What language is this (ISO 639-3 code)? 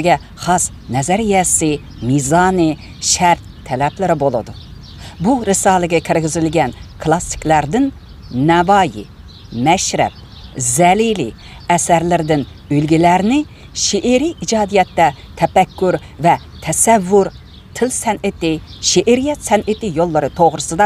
uig